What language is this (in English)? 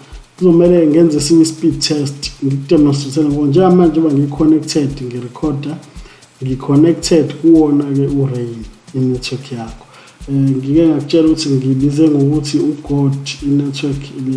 Zulu